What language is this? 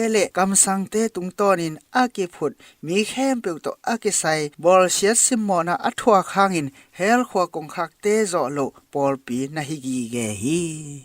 Tedim Chin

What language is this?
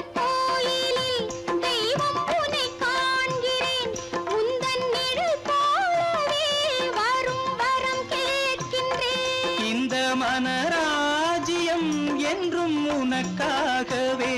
Tamil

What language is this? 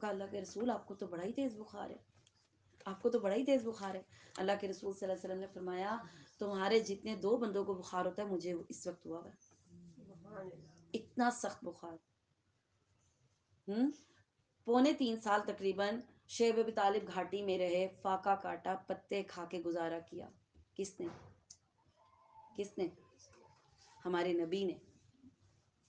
Urdu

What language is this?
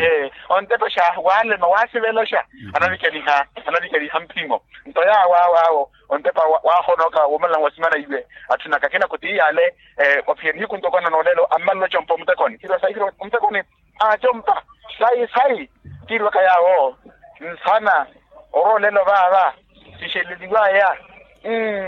Makhuwa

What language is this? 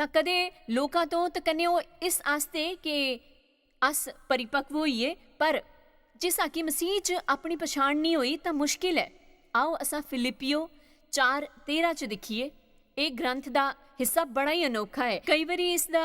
Dogri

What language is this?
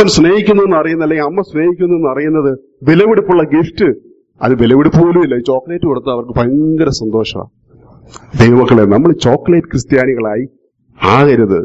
Malayalam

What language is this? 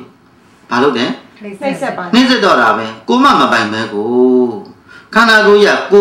Burmese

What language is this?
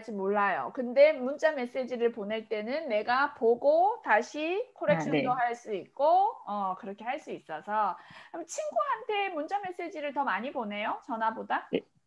Korean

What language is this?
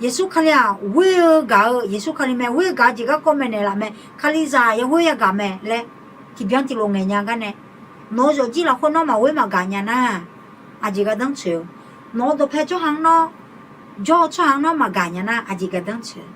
Akha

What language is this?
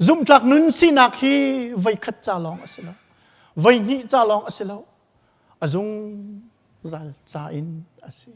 Hakha Chin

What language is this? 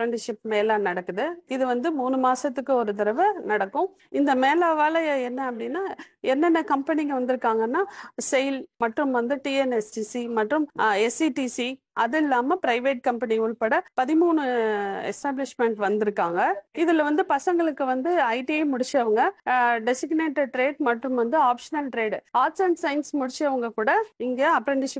Tamil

